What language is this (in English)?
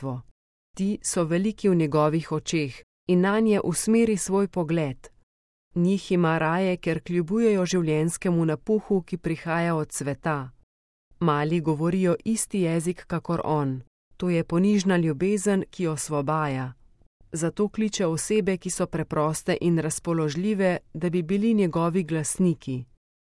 Slovenian